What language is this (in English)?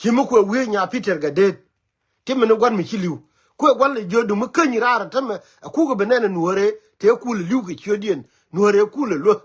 Nuer